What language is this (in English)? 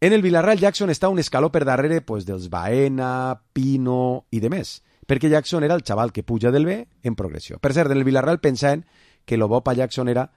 Catalan